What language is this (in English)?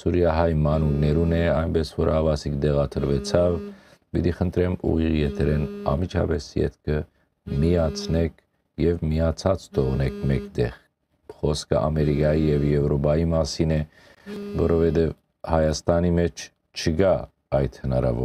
Western Armenian